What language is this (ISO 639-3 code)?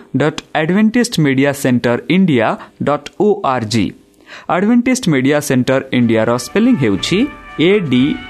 ori